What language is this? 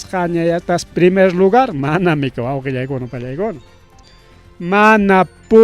Ayacucho Quechua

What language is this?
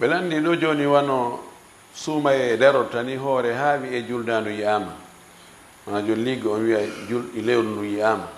Fula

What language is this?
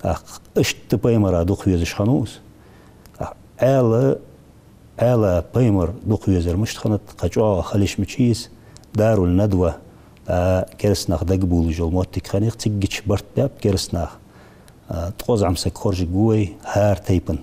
Ingush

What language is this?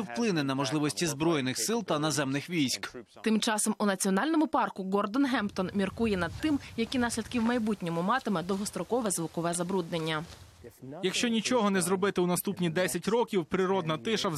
Ukrainian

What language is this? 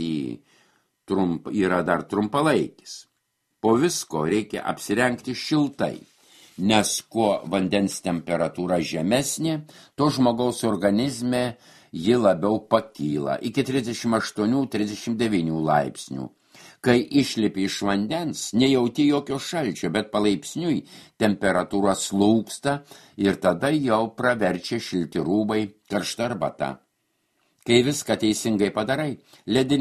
Lithuanian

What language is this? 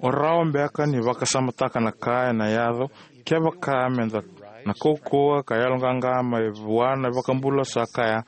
Fijian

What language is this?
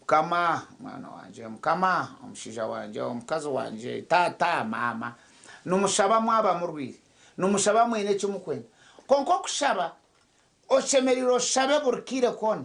Nyankole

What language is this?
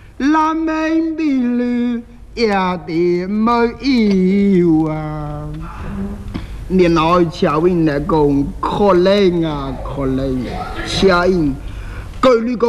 Chinese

